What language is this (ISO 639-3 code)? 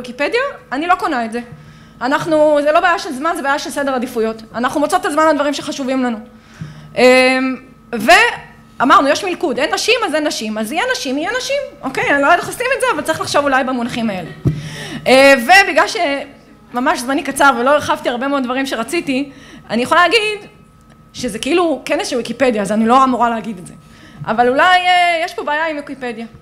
heb